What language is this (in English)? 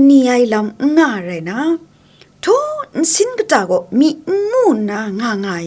Kachin